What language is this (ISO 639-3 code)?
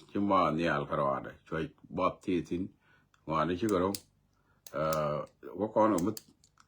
nus